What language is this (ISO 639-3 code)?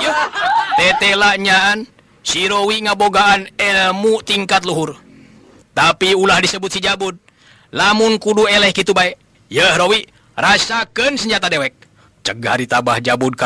sun